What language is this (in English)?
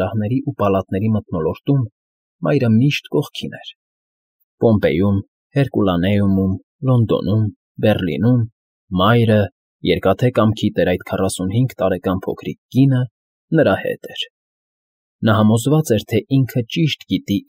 Armenian